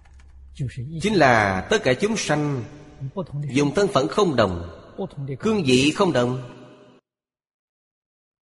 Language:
Vietnamese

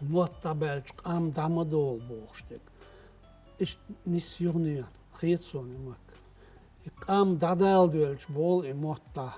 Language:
Chechen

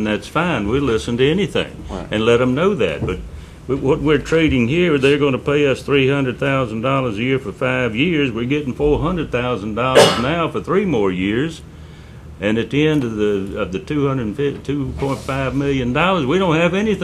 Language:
English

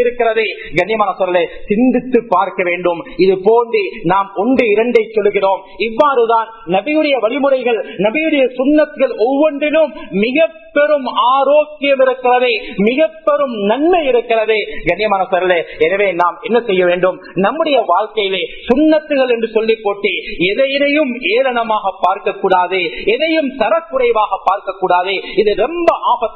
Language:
Tamil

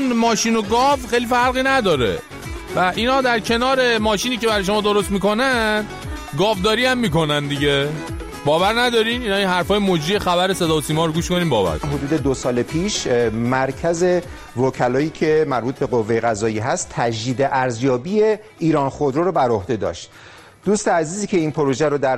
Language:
Persian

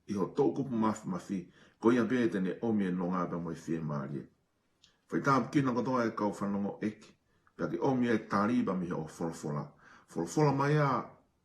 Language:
Tongan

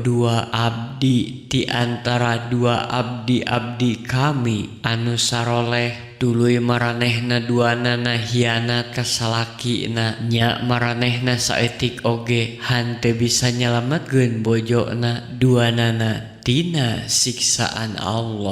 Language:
Sundanese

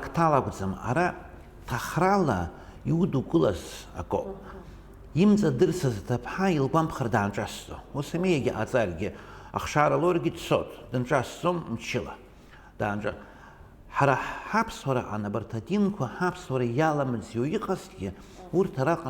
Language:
Abkhazian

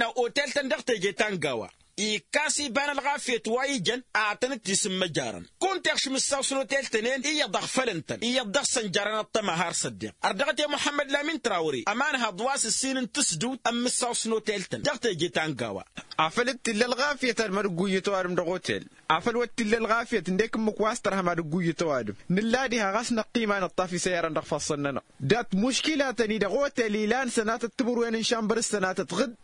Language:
Tamasheq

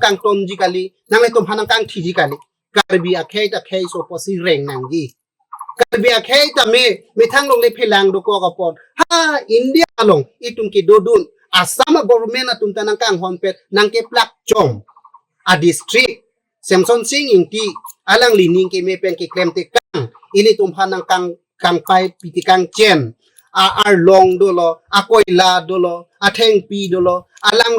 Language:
Karbi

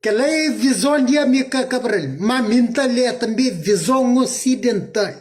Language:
Kabuverdianu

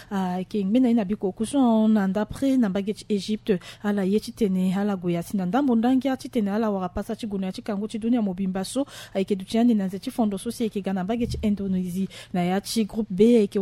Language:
Sango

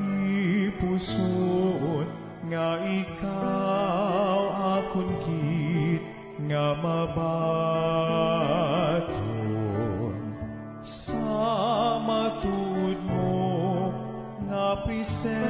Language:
Hiligaynon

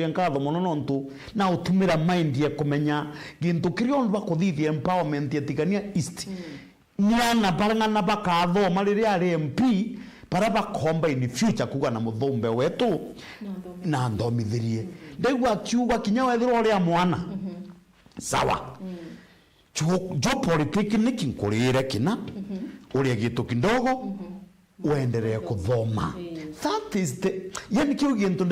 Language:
Meru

